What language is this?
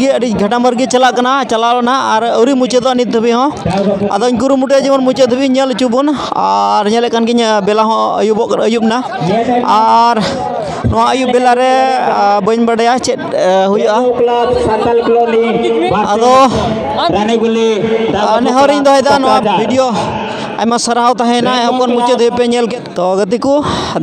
Santali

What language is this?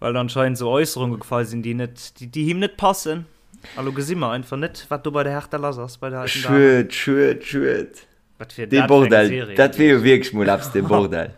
Luxembourgish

